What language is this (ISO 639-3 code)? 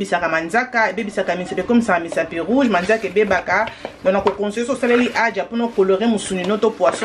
lin